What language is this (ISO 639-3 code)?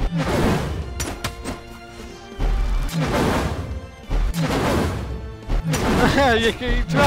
eng